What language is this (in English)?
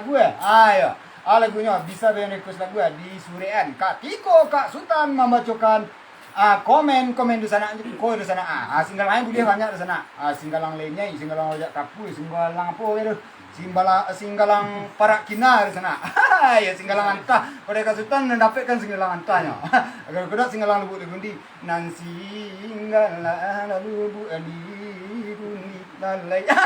Minangkabau